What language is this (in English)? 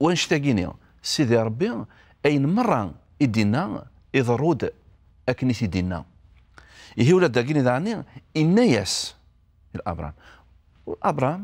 Kabyle